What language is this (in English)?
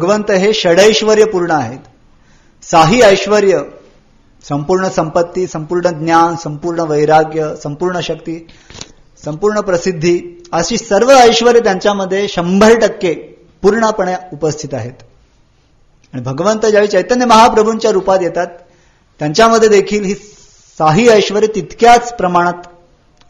Marathi